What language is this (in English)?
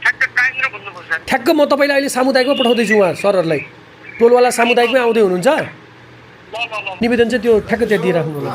Nepali